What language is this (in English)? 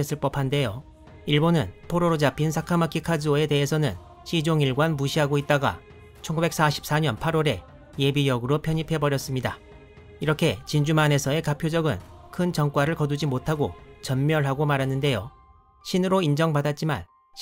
Korean